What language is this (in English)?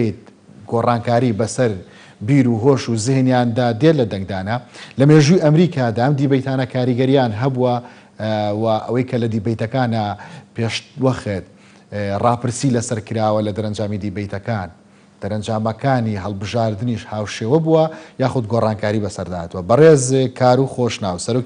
Central Kurdish